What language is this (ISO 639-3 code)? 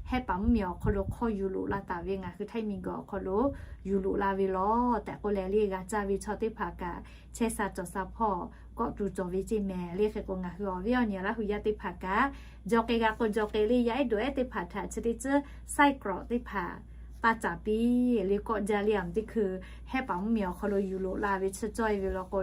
lhu